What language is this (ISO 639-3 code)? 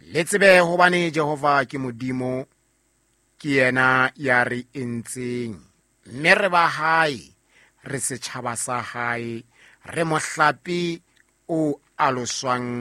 sot